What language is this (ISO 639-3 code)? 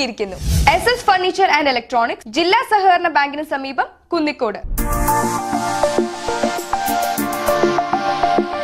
mal